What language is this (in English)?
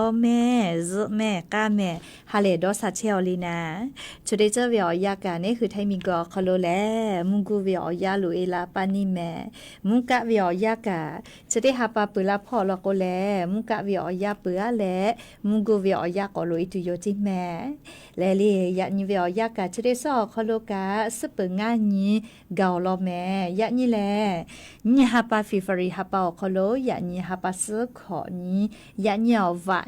Lahu